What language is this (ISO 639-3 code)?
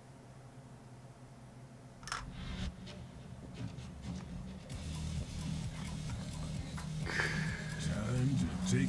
kor